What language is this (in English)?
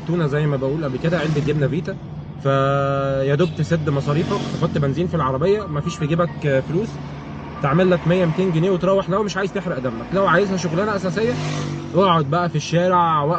Egyptian Arabic